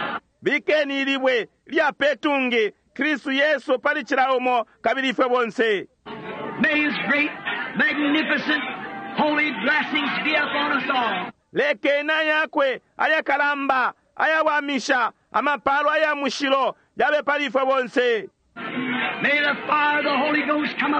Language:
Bemba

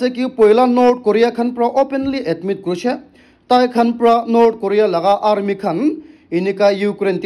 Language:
Naga Pidgin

